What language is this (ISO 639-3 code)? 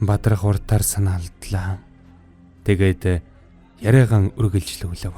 mon